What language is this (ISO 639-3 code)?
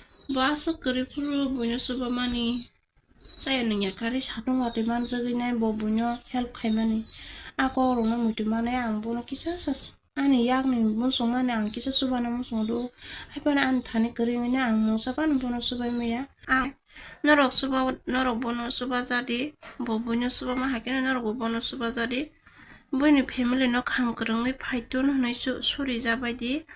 trp